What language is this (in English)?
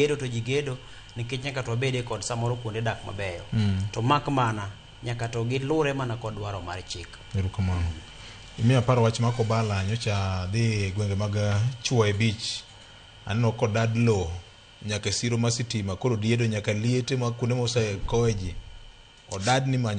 Luo (Kenya and Tanzania)